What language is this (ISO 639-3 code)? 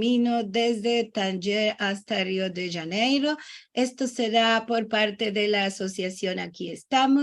lad